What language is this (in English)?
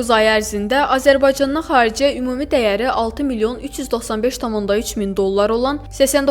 Azerbaijani